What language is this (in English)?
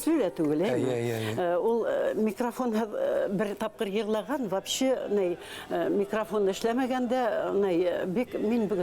Bashkir